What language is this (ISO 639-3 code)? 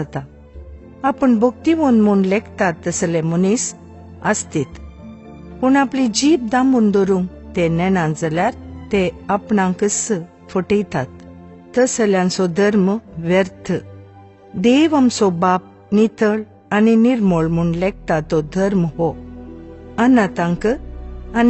kok